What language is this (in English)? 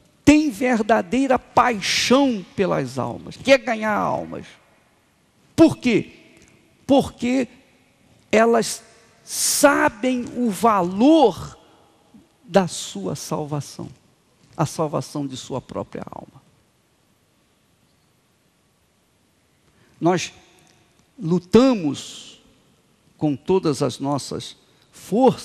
Portuguese